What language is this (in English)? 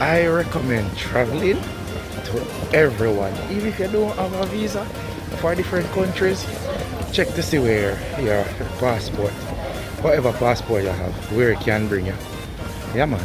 Jamaican Creole English